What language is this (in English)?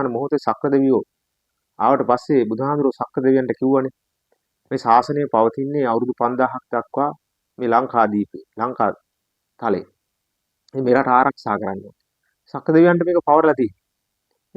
Sinhala